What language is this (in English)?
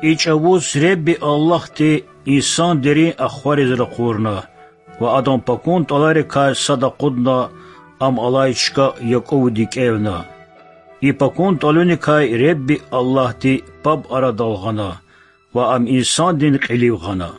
Lezghian